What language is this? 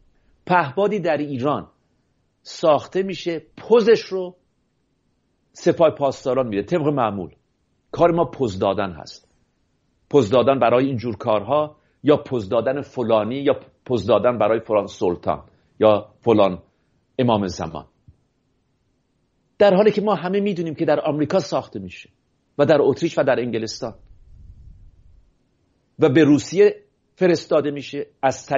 Persian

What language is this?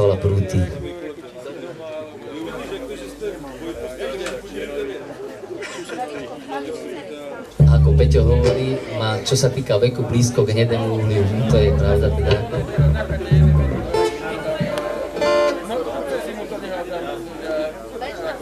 Slovak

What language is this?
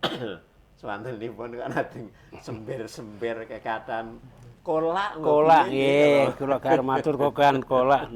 Javanese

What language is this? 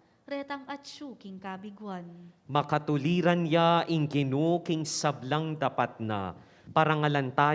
Pampanga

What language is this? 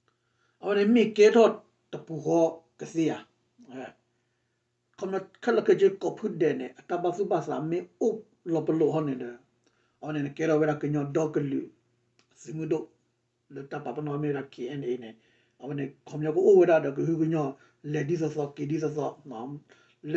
S'gaw Karen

